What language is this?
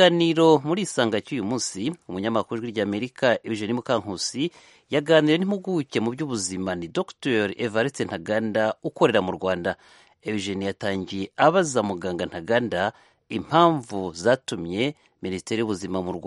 Kinyarwanda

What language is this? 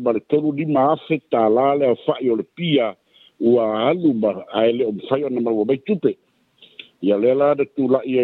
Samoan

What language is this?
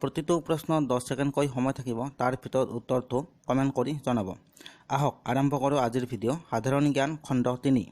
Assamese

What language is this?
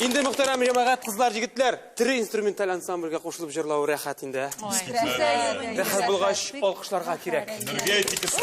Tatar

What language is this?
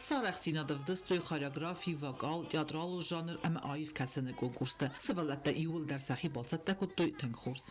Ossetic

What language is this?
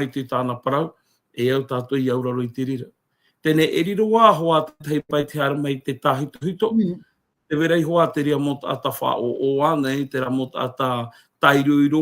Tahitian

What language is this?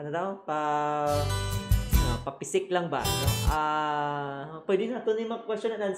Hiligaynon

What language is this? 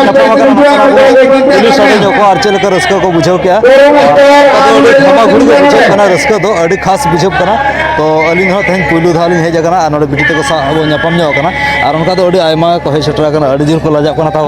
Santali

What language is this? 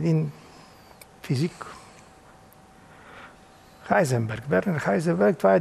Bulgarian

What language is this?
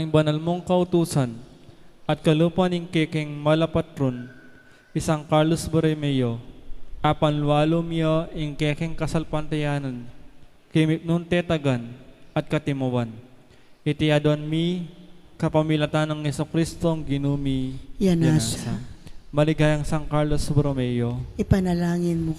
Pampanga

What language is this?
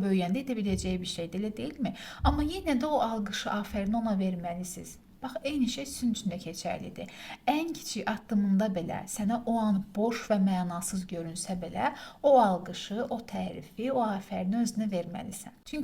Azerbaijani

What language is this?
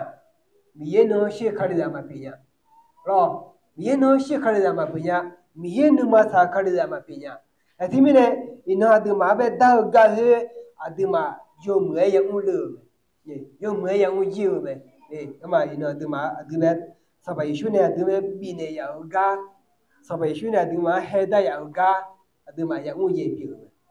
Akha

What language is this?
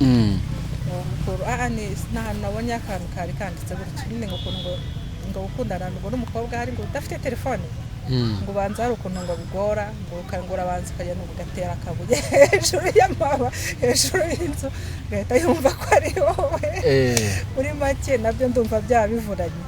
Kinyarwanda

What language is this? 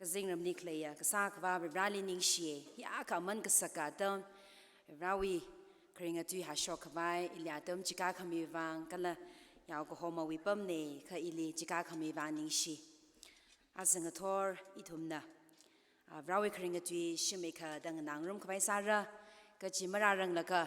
Tangkhul Naga (India)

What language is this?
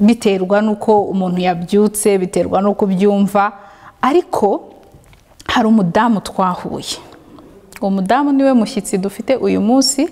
Kinyarwanda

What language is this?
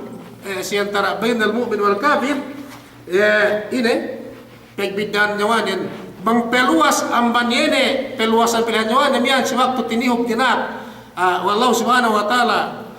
Yakan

